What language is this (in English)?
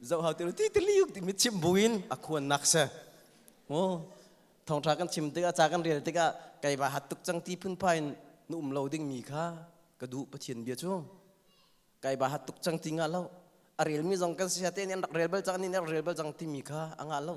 Hakha Chin